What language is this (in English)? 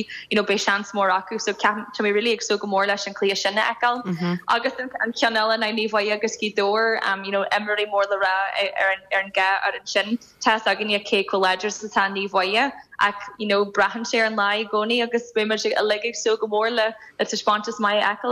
Irish